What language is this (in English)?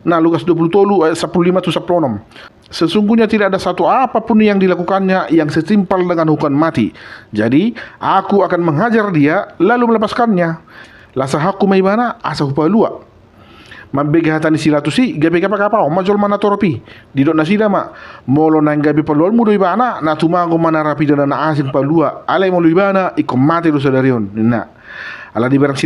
Batak Toba